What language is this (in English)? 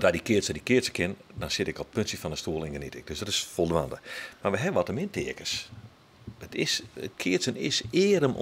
Western Frisian